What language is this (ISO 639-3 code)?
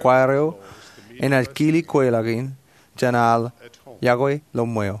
mah